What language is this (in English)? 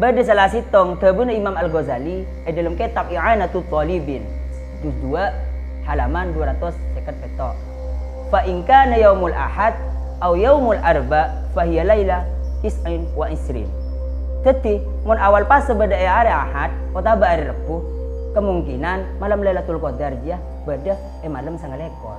Madurese